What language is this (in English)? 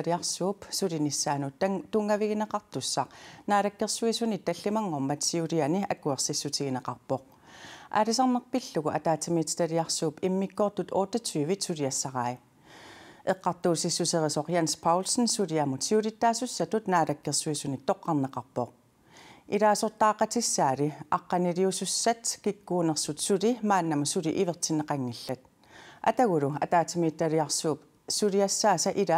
Kalaallisut